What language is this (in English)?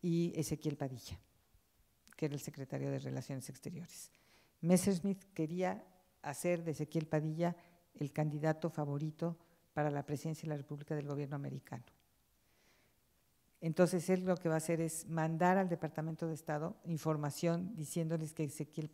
Spanish